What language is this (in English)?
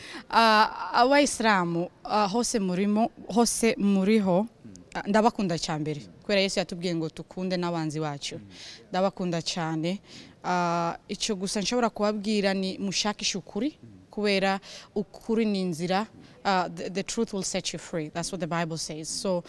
Kinyarwanda